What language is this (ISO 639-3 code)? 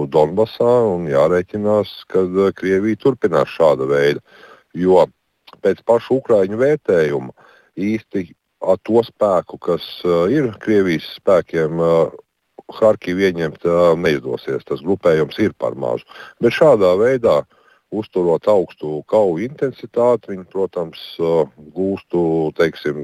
lav